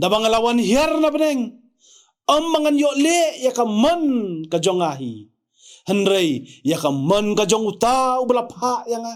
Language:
Khasi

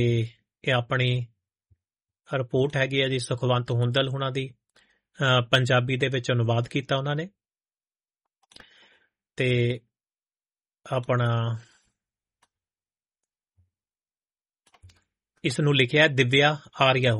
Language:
Punjabi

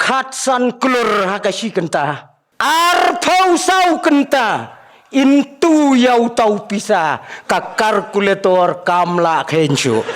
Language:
Khasi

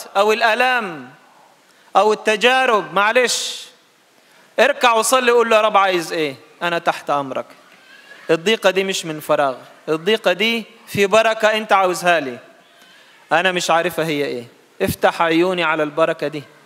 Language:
Egyptian Arabic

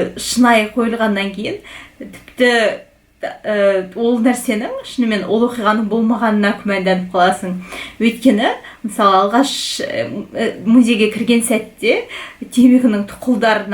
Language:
Kazakh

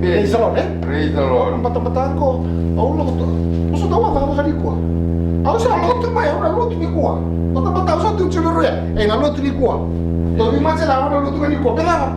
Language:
Fijian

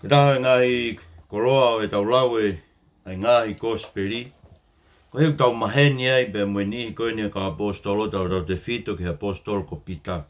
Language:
Tongan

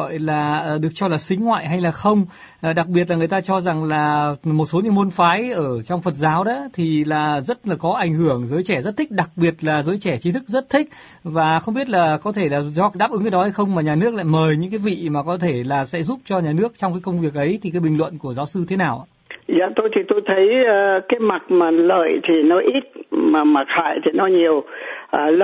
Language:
Vietnamese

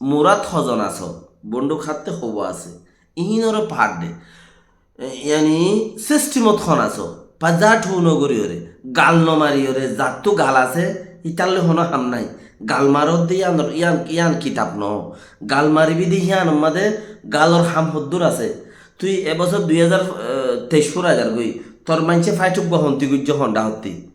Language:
Rohingya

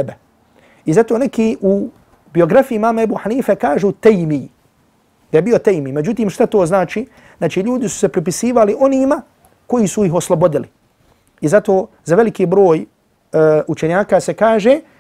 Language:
Bosnian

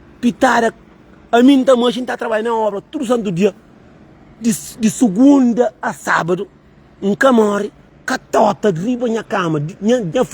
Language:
Kabuverdianu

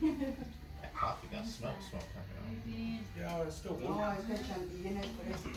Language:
Central Mnong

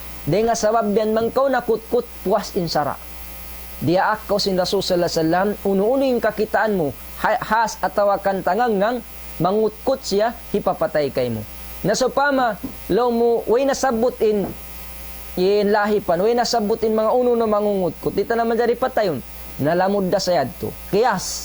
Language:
Tausug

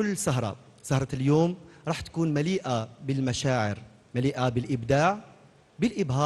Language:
Algerian Arabic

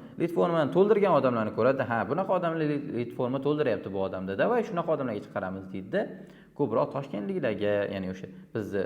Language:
Uzbek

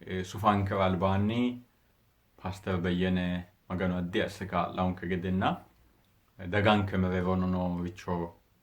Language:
Sidamo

